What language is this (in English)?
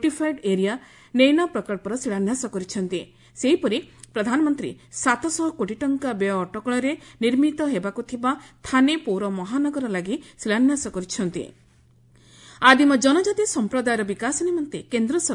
Odia